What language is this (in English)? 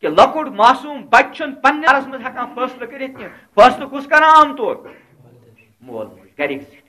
Kashmiri